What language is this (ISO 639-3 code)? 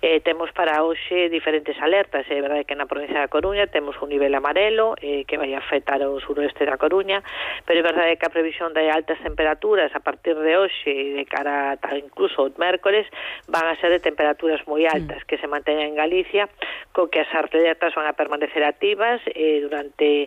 glg